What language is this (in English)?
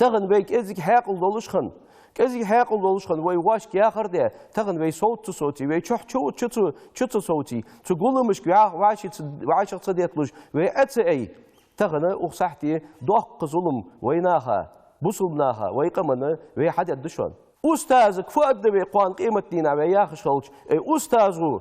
Ingush